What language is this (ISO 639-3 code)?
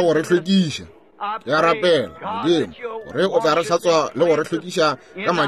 nso